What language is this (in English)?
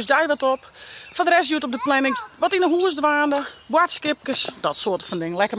Western Frisian